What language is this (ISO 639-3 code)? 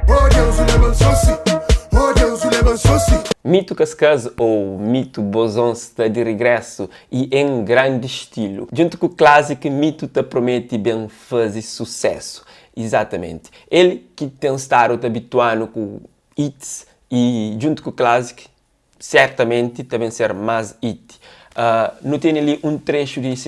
kea